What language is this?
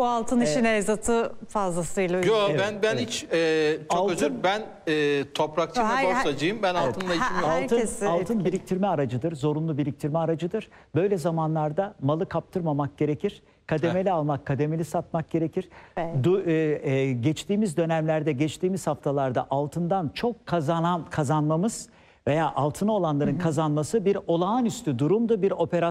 Turkish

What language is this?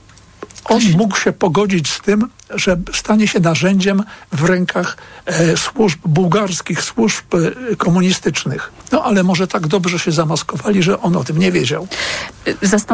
Polish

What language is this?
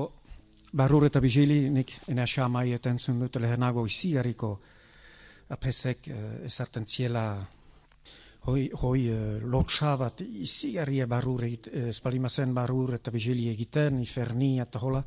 Basque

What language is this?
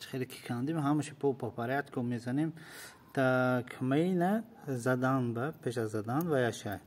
Tajik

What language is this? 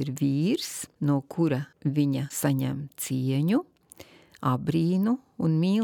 Latvian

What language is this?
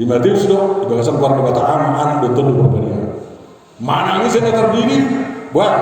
Batak Toba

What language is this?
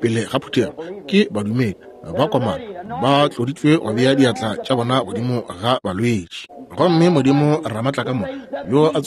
Northern Sotho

